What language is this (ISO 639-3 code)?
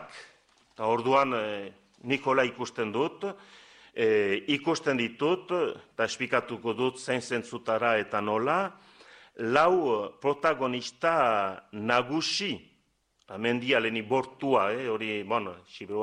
eus